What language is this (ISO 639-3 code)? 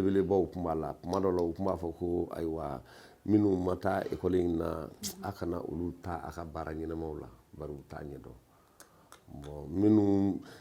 bam